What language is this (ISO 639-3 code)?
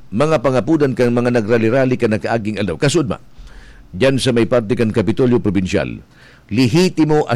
bik